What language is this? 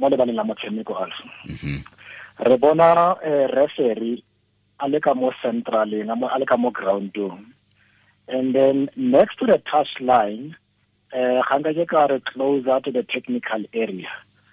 Tswana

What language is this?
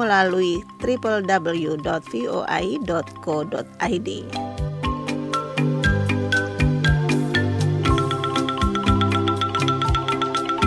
Indonesian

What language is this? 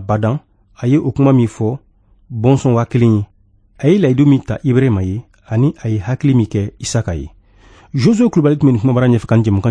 Bambara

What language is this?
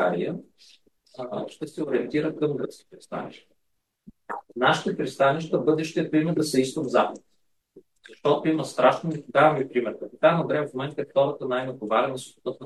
Bulgarian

